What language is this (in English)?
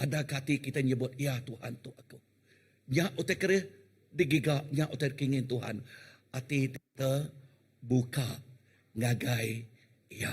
Iban